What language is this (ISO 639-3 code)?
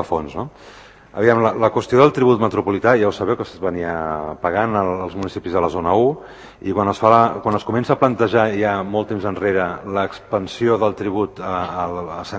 cat